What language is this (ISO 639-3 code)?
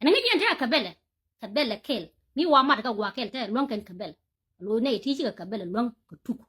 nus